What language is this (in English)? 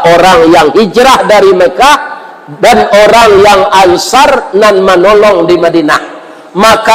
Minangkabau